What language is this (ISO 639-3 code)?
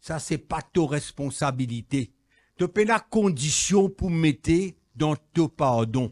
mfe